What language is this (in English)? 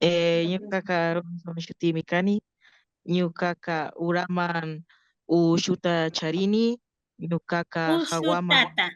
Imbabura Highland Quichua